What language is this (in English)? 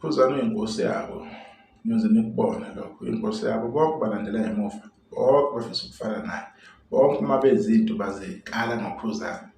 Zulu